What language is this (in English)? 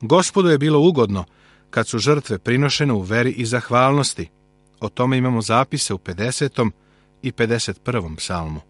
Serbian